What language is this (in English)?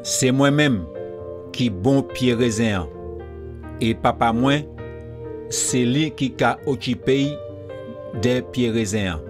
Guadeloupean Creole French